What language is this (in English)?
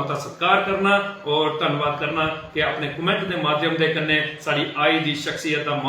Dogri